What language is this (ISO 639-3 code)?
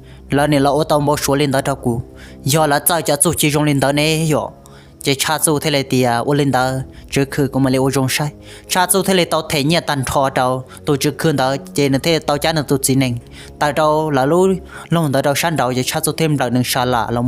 hmn